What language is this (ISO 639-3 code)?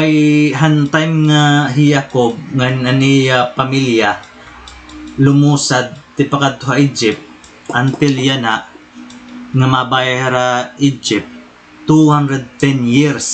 war